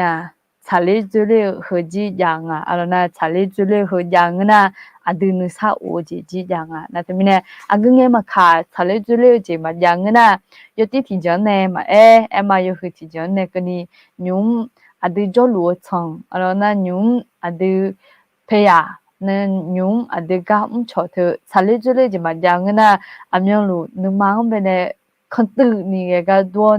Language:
Akha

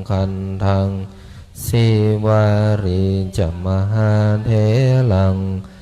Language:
Pali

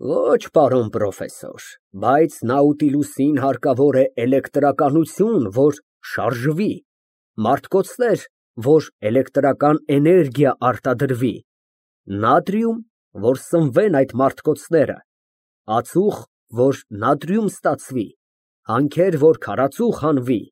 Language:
Armenian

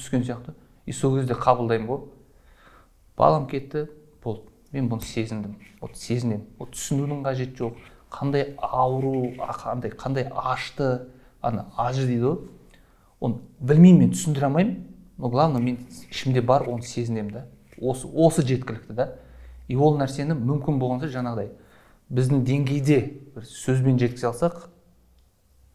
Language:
Kazakh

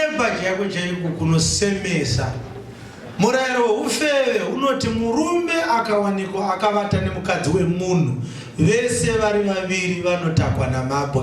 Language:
Shona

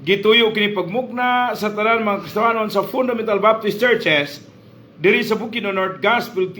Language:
Cebuano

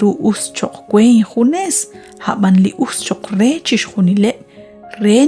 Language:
Kekchí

